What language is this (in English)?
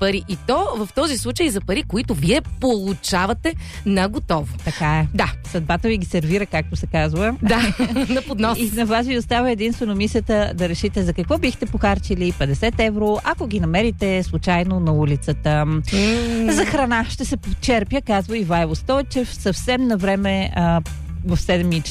Bulgarian